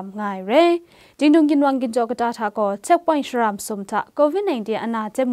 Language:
Kachin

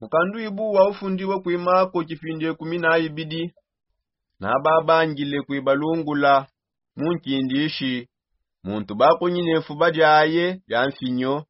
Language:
Songe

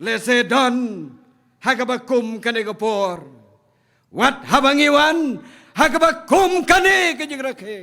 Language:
Khasi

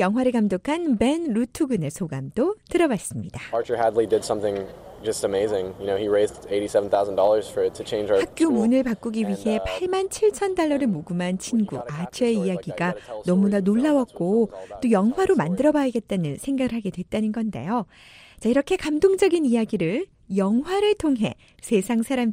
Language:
Korean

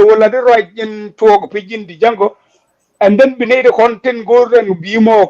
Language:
Nuer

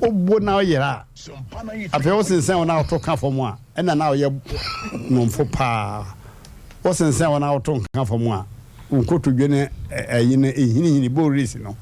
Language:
Akan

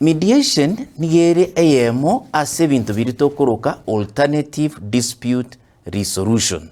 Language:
Gusii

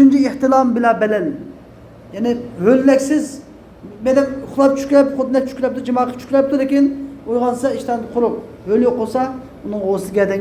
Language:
Uyghur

